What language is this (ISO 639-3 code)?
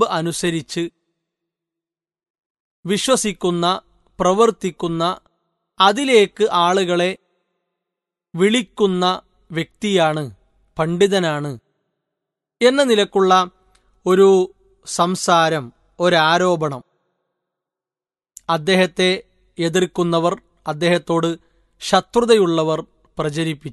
mal